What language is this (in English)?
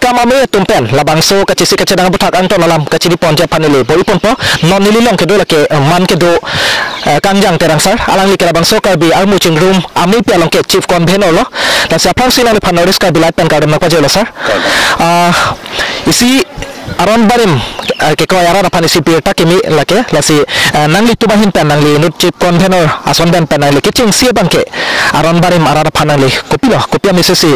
Karbi